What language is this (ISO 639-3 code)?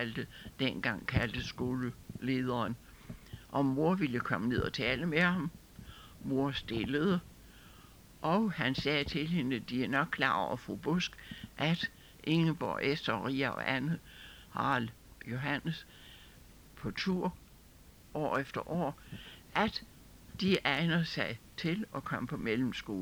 dan